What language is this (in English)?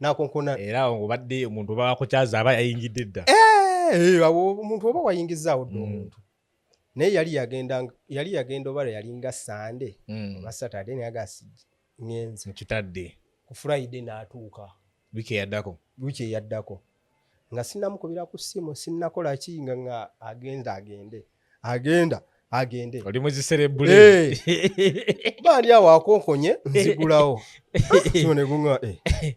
Ganda